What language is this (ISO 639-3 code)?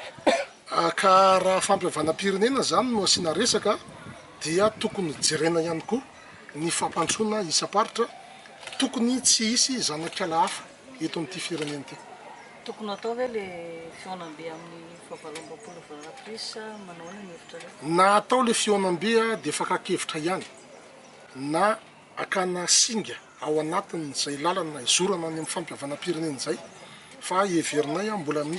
mlg